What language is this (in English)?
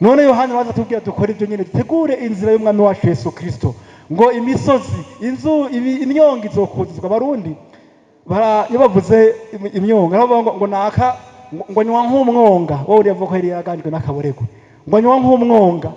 Rundi